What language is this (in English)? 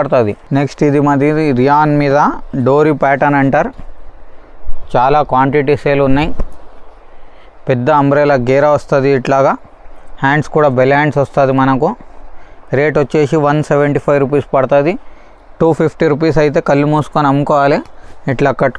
Telugu